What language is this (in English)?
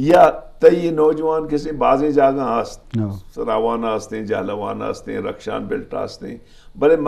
Eastern Balochi